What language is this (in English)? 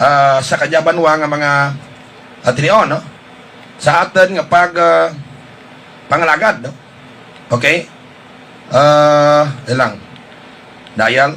Hiligaynon